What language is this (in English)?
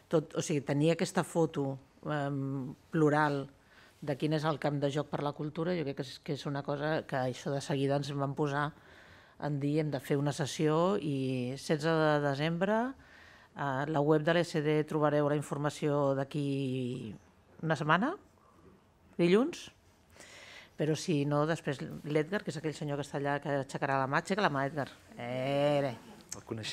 Catalan